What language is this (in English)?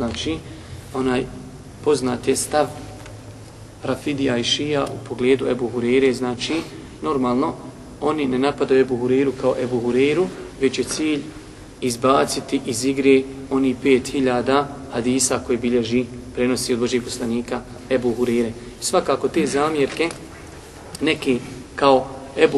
Bosnian